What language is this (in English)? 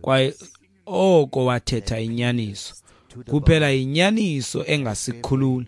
Xhosa